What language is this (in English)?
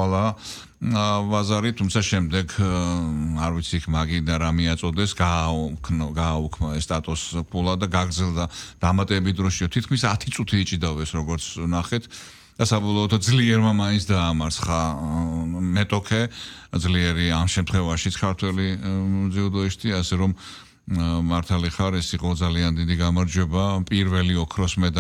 Georgian